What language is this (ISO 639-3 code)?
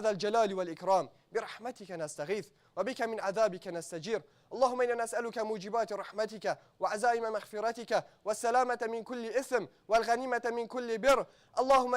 kur